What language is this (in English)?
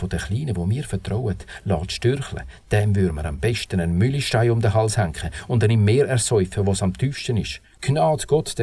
Swiss German